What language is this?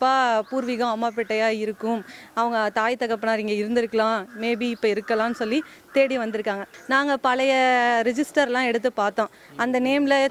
Tamil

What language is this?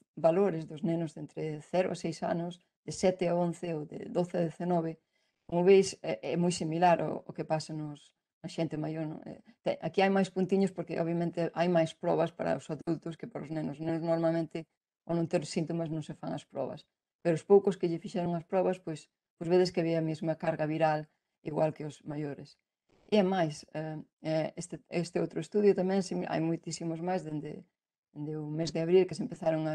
Galician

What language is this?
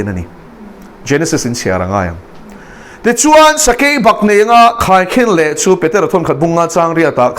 Mizo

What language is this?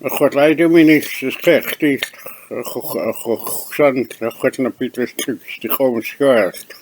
Mehek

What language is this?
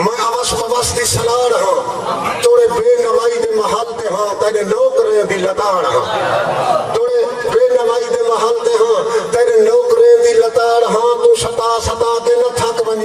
Saraiki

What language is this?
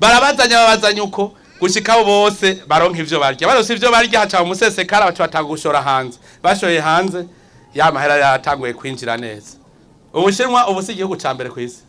Rundi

